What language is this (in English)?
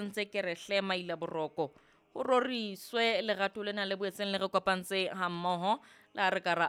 Southern Sotho